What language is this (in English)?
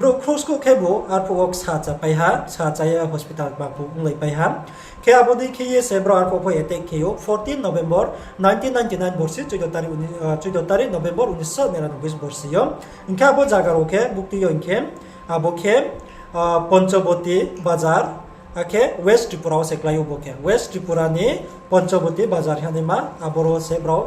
Riang (India)